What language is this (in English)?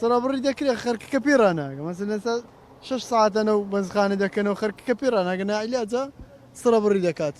Central Kurdish